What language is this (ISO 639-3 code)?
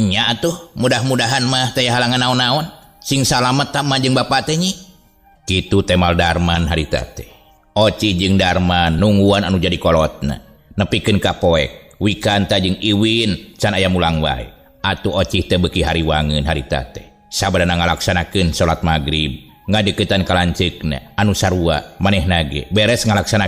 sun